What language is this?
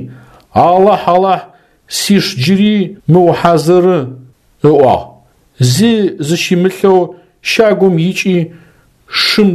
Adyghe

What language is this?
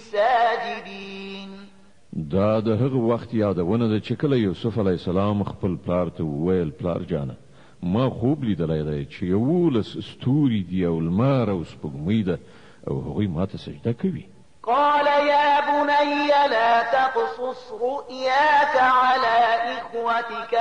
Pashto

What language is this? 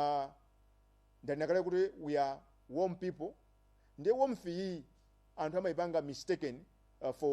Nyanja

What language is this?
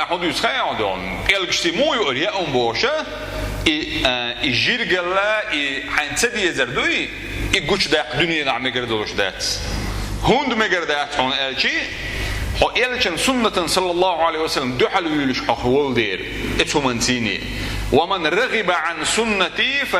Chechen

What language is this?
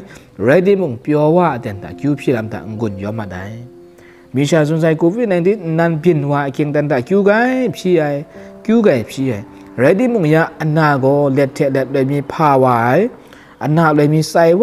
Kachin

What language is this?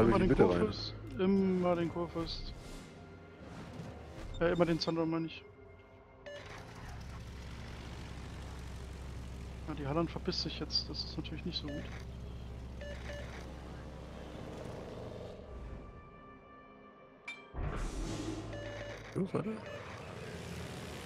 German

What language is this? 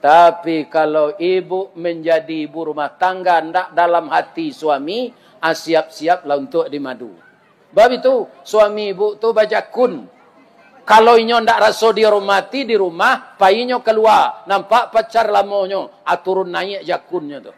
Minangkabau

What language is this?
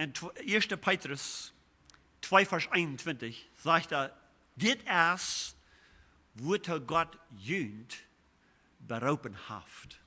Plautdietsch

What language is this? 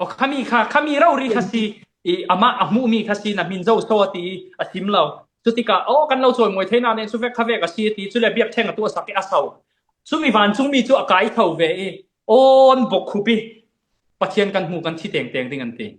Falam Chin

